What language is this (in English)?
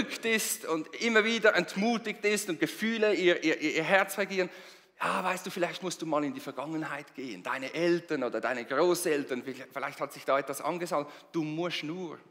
Swiss German